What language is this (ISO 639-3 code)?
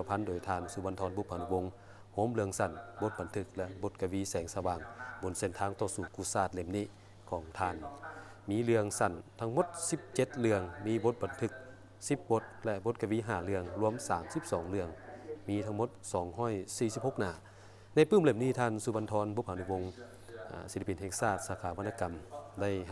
lao